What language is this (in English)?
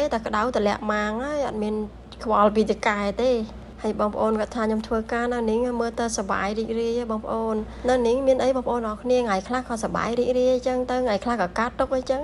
Khmer